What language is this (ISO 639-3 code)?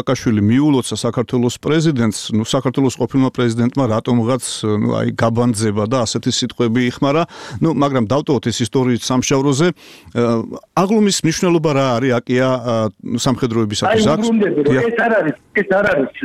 kat